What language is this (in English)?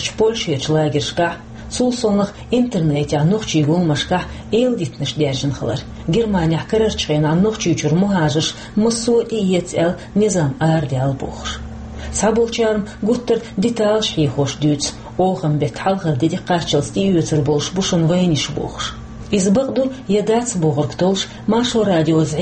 Chechen